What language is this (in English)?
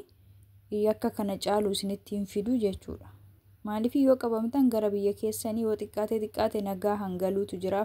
Oromo